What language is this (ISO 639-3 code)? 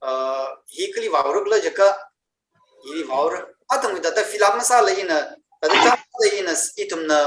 nmf